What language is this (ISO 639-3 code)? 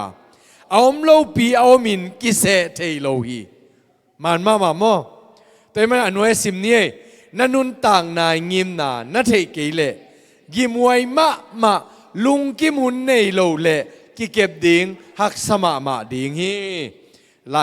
ctd